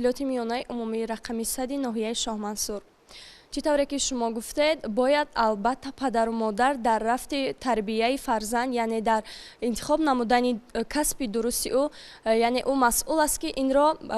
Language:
Tajik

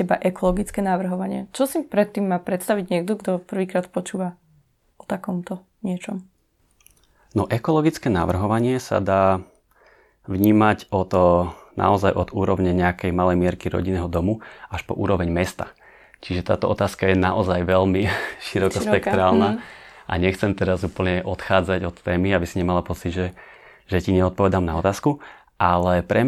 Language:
Slovak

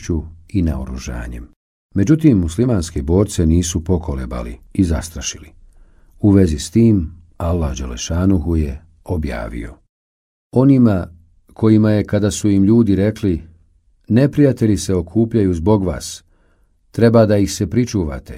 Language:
Bosnian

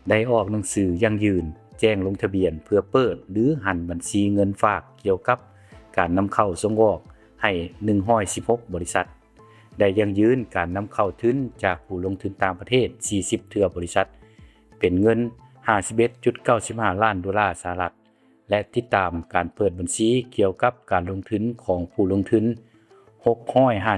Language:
Lao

